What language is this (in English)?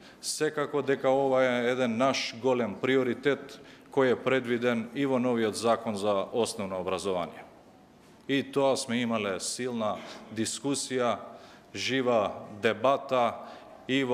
Macedonian